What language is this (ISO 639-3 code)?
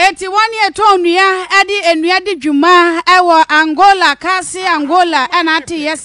aka